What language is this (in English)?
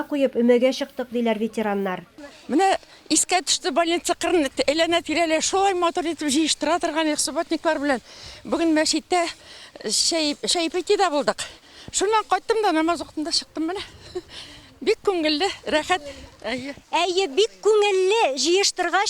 Tatar